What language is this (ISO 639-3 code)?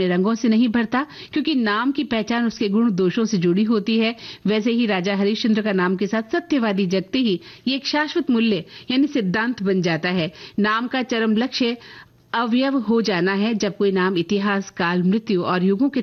hin